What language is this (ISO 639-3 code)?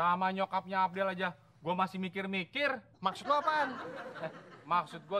bew